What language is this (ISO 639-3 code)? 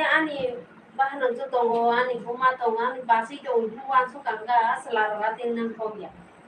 trp